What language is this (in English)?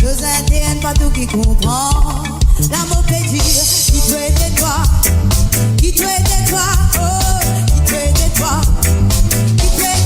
Morisyen